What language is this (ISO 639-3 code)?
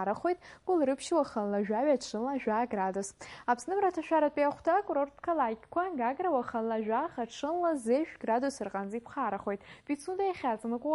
abk